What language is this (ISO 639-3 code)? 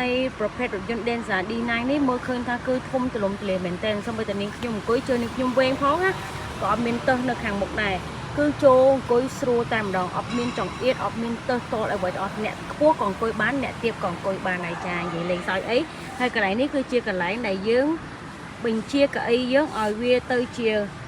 khm